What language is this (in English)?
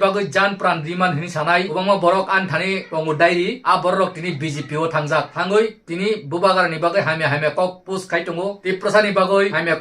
Kok Borok